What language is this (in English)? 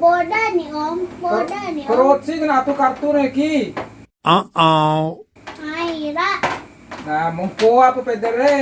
Bima